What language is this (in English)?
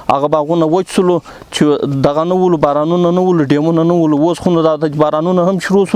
Pashto